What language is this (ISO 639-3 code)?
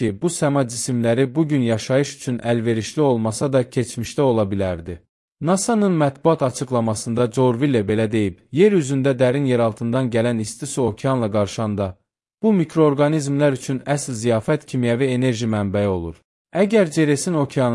aze